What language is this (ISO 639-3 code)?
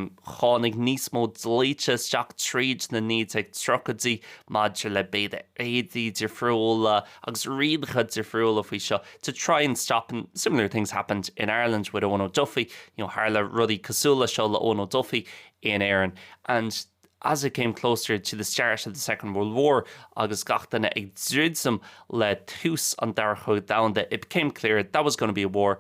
gle